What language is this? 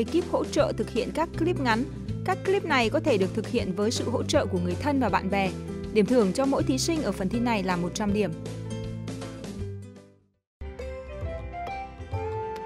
Vietnamese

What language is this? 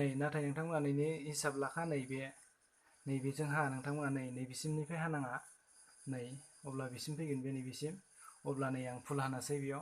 Bodo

